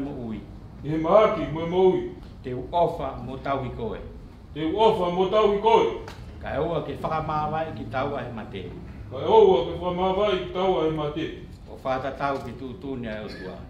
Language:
Tongan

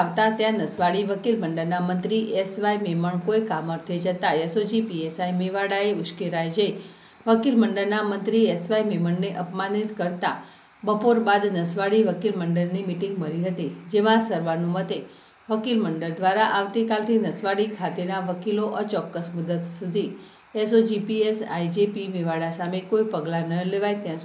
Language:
Gujarati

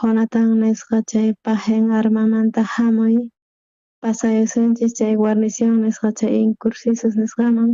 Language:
South Bolivian Quechua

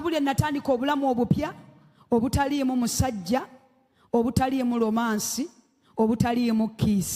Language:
Ganda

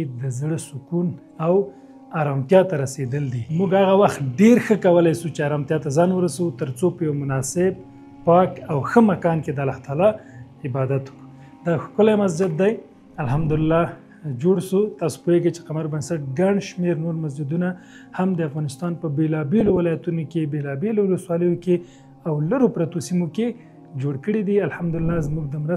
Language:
Pashto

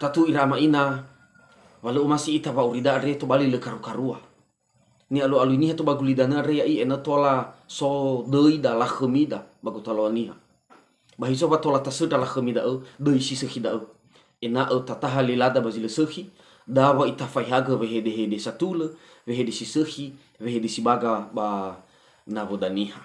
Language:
Nias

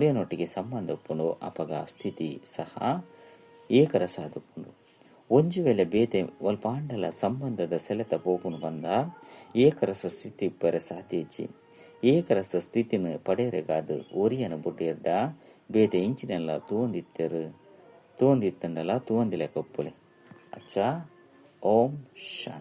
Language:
Tulu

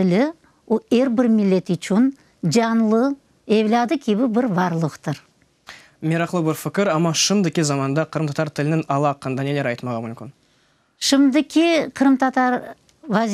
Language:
Crimean Tatar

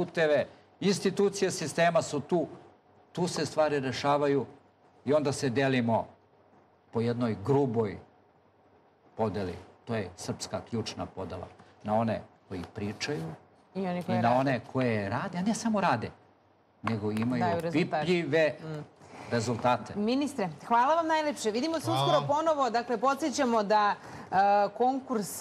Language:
Serbian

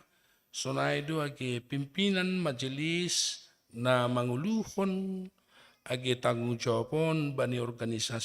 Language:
Batak Simalungun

